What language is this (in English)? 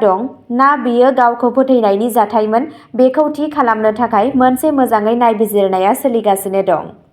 Bodo